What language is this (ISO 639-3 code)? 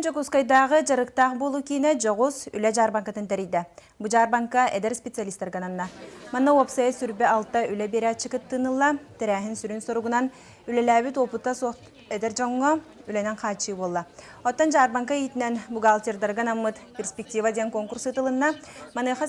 sah